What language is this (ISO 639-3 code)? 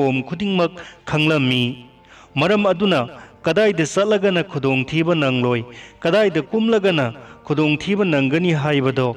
mni